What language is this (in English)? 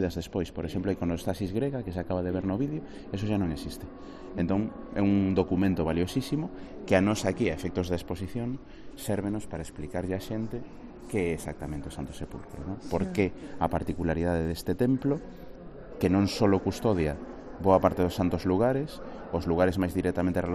Galician